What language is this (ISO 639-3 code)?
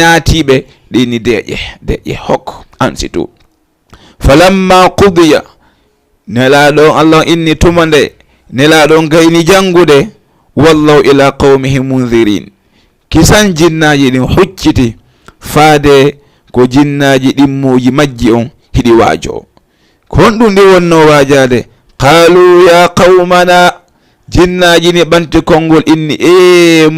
ful